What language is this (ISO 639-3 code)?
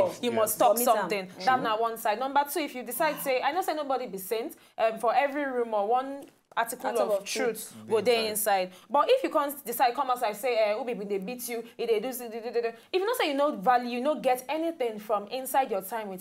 pcm